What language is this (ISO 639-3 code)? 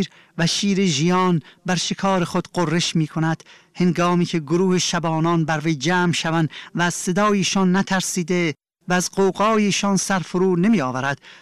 fas